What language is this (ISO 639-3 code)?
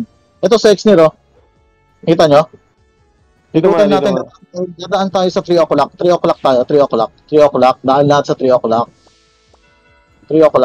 fil